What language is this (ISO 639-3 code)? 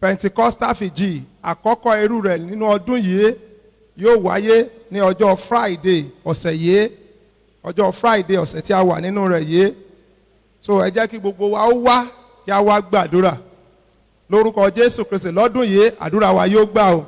yor